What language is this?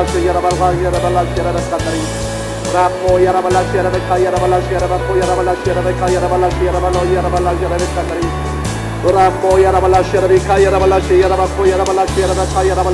Korean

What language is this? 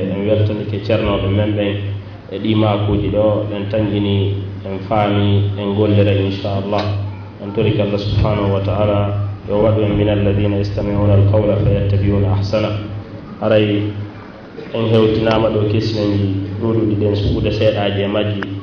Fula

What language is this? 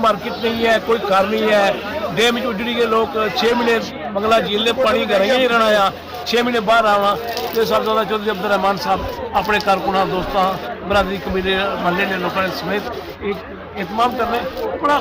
Pahari-Potwari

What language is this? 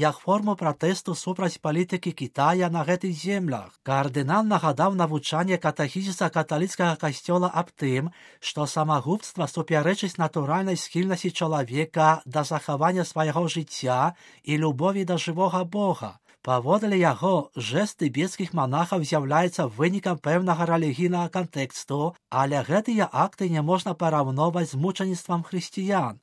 Belarusian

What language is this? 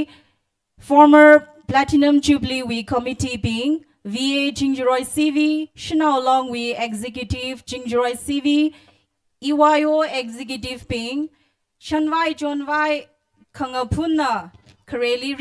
Tangkhul Naga (India)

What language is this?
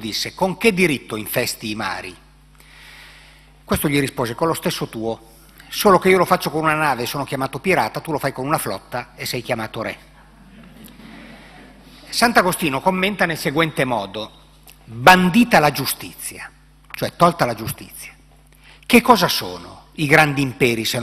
Italian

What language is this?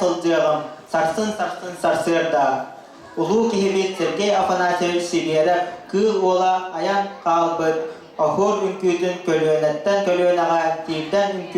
Yakut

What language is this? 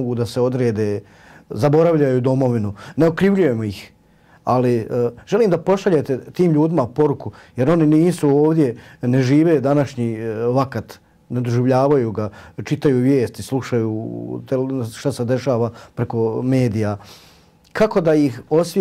Bosnian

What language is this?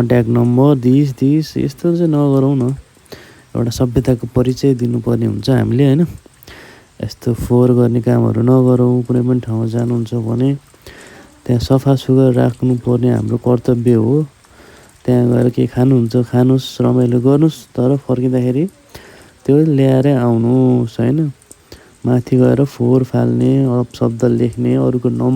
Nepali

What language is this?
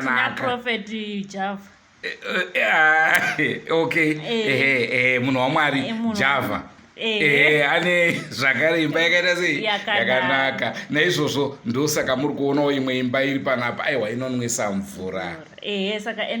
Shona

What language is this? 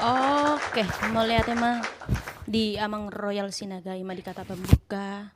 Batak Toba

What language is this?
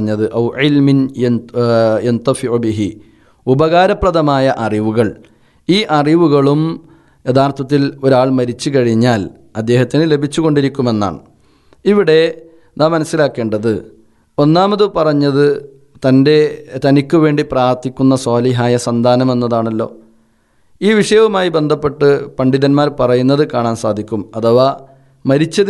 Malayalam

